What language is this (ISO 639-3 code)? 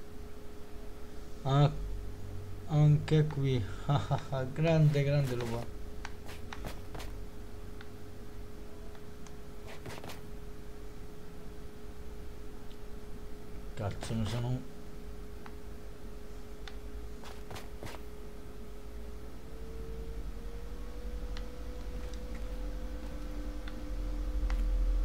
ita